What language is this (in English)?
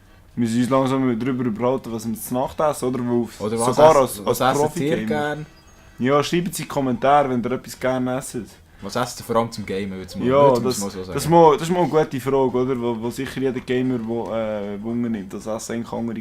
Swiss German